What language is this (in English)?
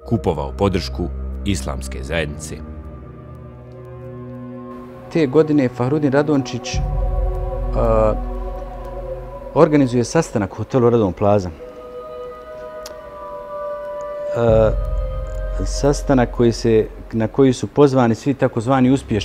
Bosnian